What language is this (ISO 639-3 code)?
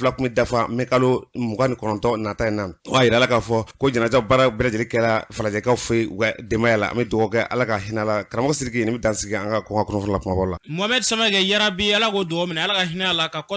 bam